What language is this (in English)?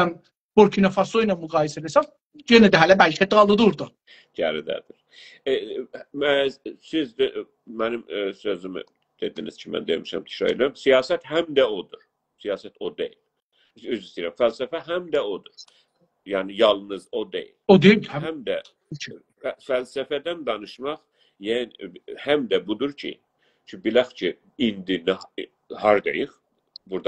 South Azerbaijani